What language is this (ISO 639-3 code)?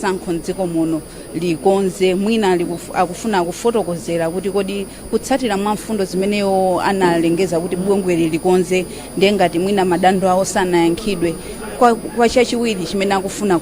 nya